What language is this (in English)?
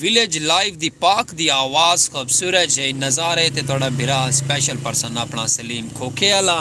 Saraiki